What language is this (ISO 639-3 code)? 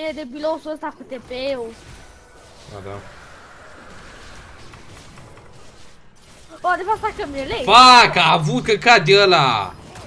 ron